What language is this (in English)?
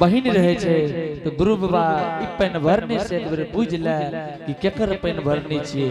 Angika